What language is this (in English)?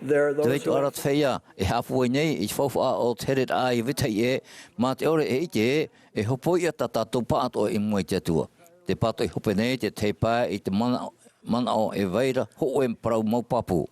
Tahitian